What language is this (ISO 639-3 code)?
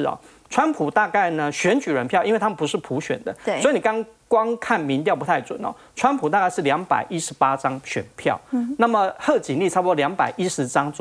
zho